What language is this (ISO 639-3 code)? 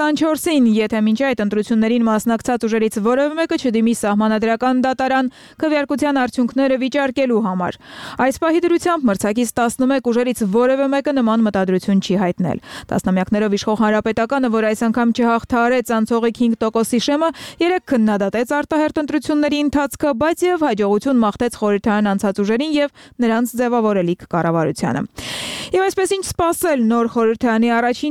hye